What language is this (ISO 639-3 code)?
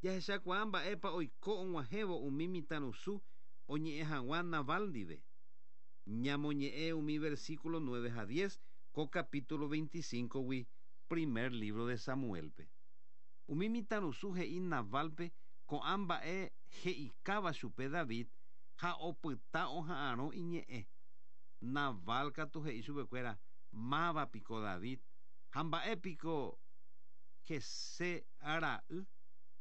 grn